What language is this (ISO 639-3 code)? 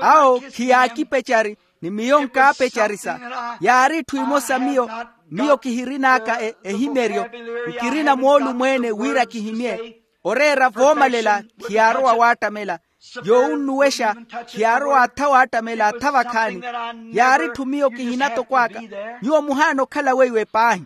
vmw